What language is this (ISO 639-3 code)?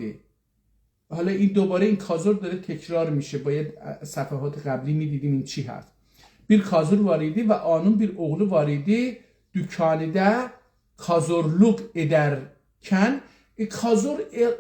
azb